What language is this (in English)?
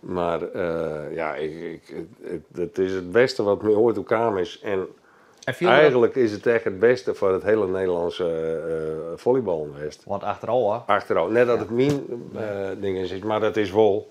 Western Frisian